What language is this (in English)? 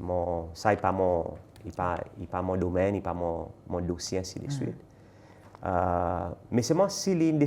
Seselwa Creole French